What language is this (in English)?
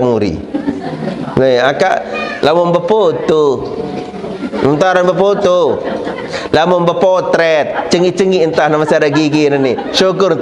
Sasak